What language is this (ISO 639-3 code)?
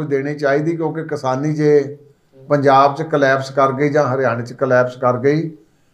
pan